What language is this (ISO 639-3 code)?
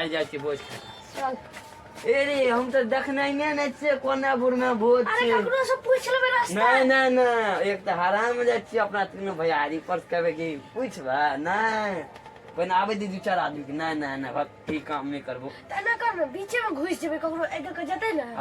mai